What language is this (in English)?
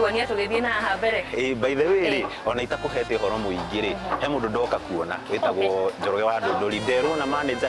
Kikuyu